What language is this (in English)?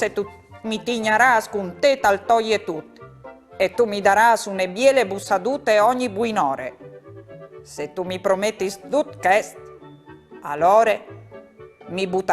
Friulian